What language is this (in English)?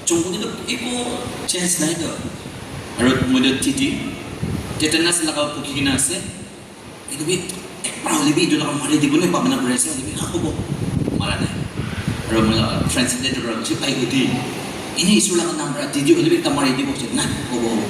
Naga Pidgin